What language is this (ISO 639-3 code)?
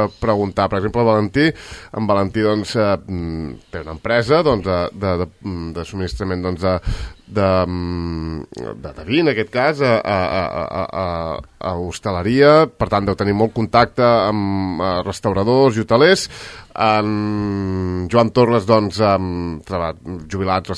cat